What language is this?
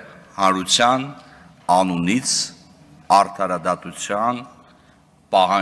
Armenian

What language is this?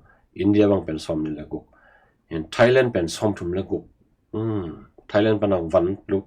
Tedim Chin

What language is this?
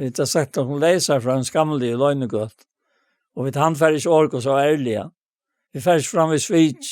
Faroese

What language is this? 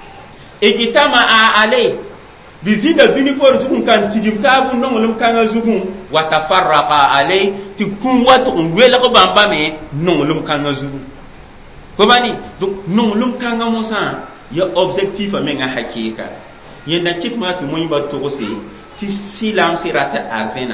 Mossi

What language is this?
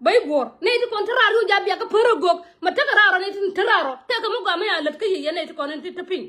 Nuer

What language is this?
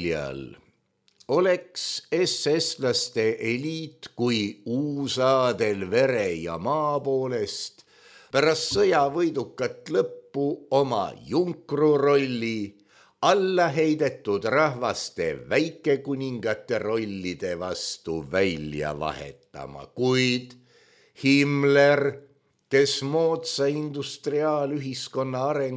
Estonian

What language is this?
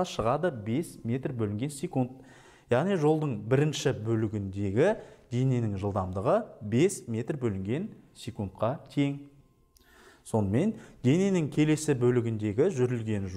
Kazakh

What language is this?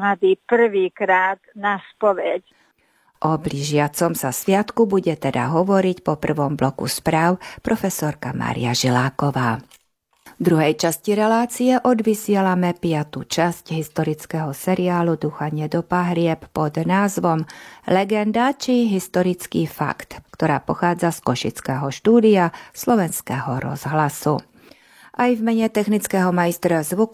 Slovak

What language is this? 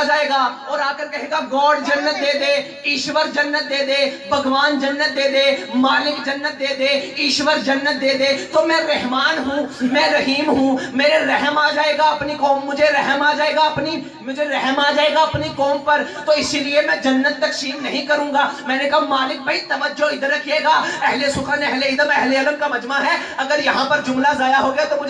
Urdu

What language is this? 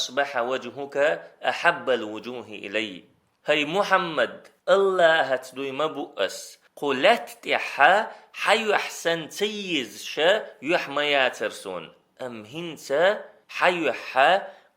Chechen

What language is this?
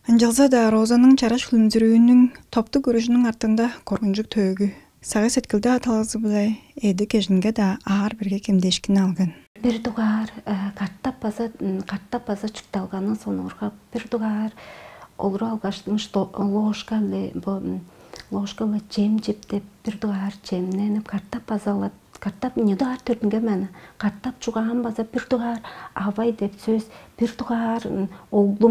Tuvinian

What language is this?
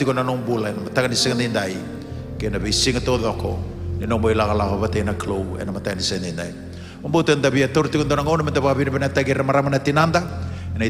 Fijian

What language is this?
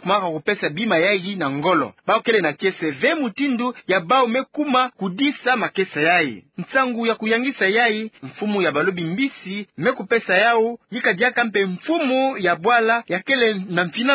Kituba (Democratic Republic of Congo)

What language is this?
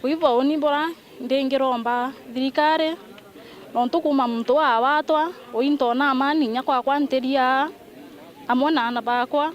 Meru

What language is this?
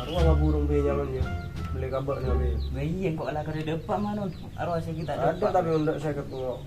Madurese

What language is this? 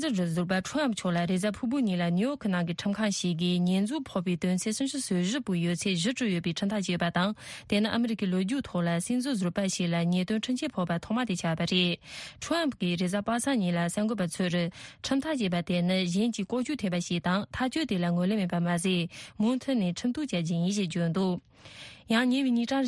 Tibetan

